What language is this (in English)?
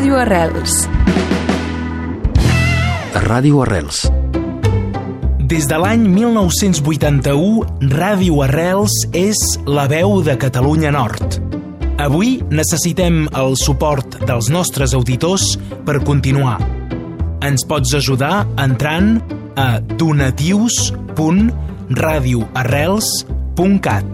Catalan